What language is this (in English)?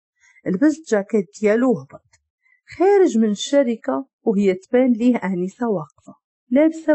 Moroccan Arabic